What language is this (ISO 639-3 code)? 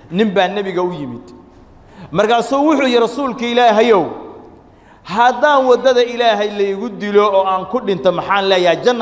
som